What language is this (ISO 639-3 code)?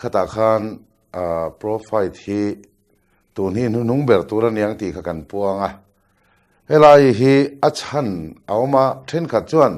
lus